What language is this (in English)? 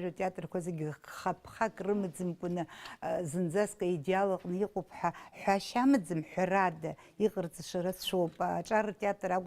Abkhazian